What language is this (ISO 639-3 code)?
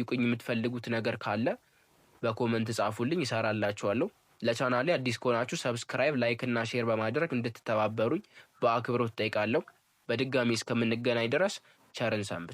amh